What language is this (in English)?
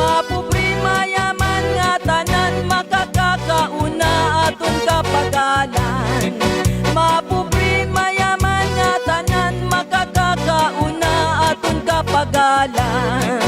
Waray